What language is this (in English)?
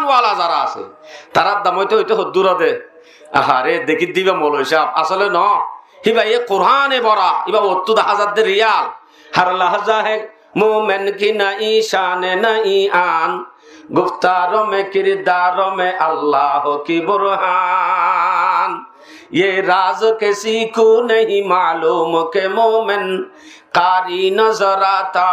Rohingya